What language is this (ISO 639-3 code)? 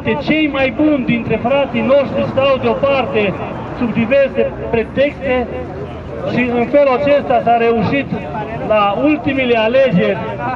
ron